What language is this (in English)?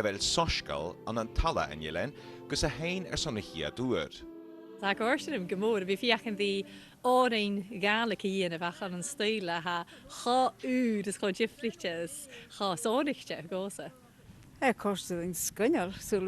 Scottish Gaelic